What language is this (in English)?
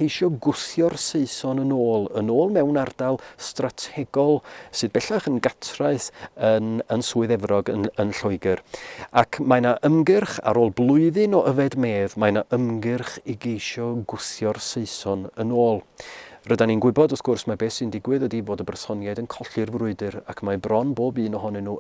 Welsh